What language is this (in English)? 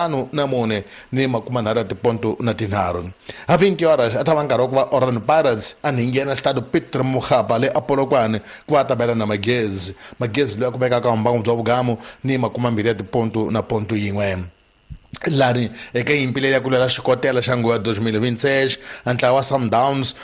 Tsonga